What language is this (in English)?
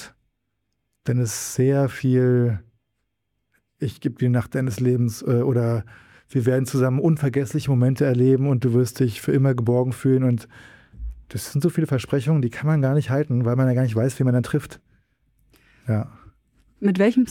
German